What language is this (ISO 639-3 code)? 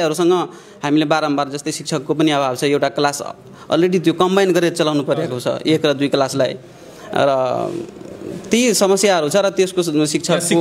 nep